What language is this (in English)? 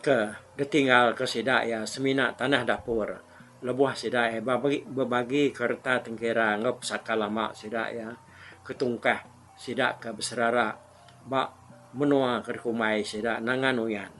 Iban